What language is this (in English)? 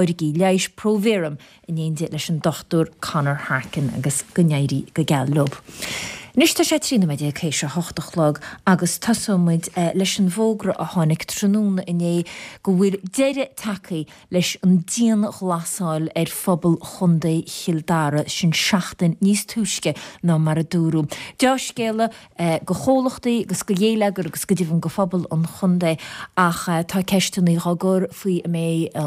Irish